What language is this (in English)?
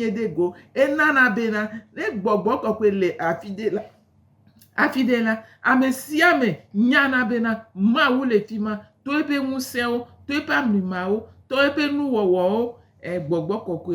Gen